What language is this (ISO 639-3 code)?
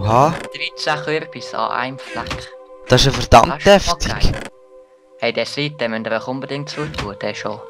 gsw